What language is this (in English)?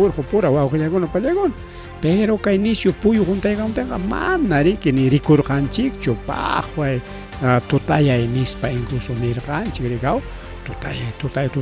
Ayacucho Quechua